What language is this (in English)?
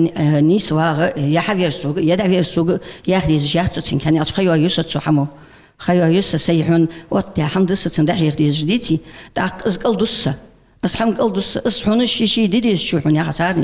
Ingush